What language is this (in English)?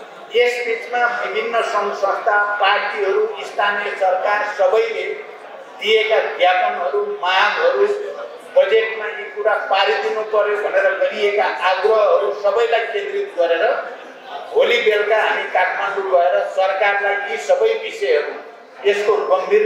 Nepali